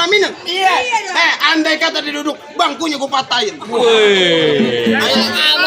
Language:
Betawi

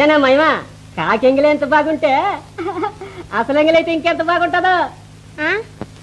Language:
Telugu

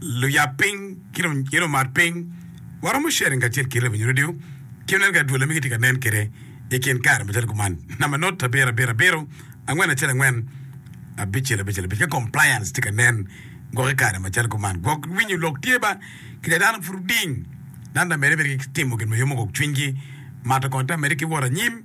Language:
Acoli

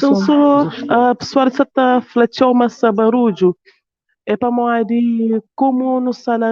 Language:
Kabuverdianu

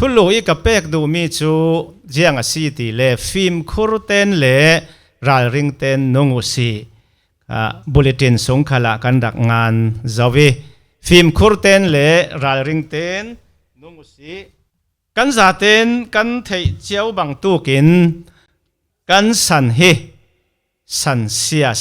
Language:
Falam Chin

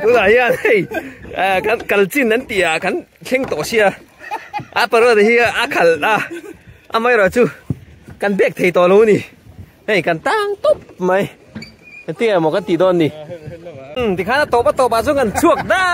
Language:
Mizo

